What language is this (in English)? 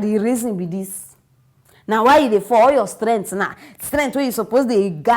Nigerian Pidgin